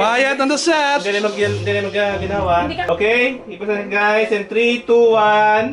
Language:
Hiligaynon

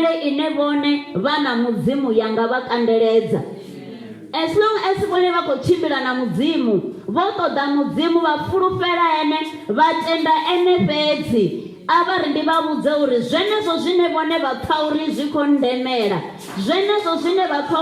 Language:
Venda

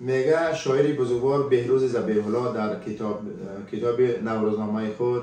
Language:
Tajik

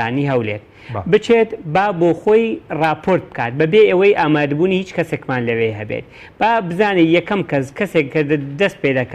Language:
Central Kurdish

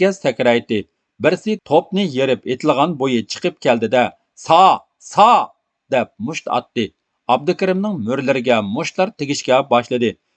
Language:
Uyghur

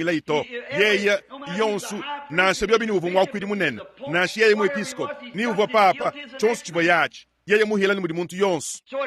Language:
Luba-Lulua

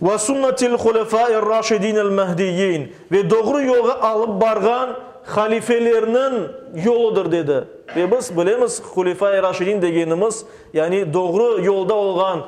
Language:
Crimean Tatar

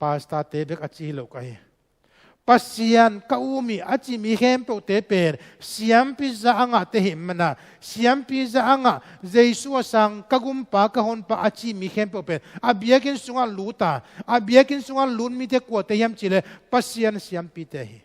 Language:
Tedim Chin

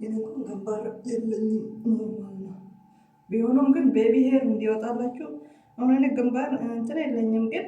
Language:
Amharic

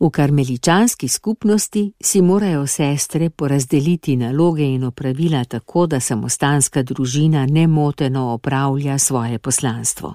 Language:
Slovenian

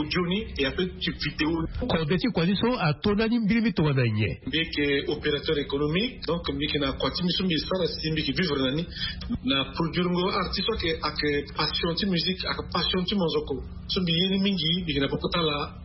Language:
Sango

